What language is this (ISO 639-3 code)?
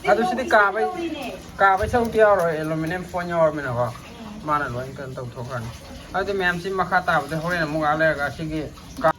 mni